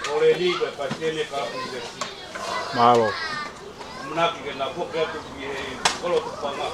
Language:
Tongan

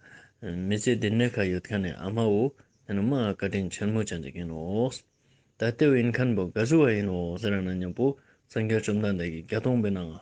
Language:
Ladakhi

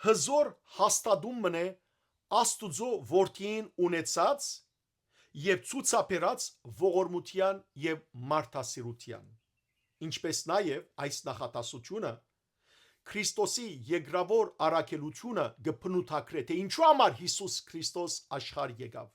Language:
Western Armenian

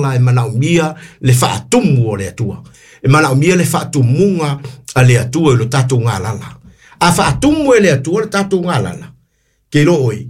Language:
Samoan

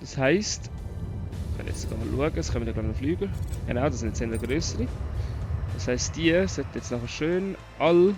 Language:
Swiss German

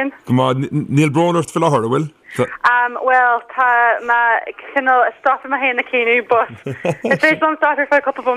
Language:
Irish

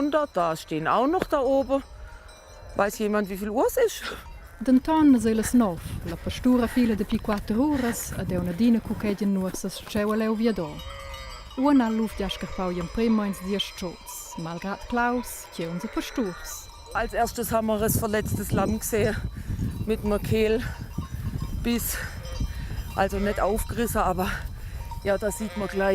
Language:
Romansh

